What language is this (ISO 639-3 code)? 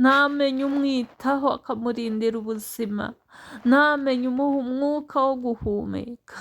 kin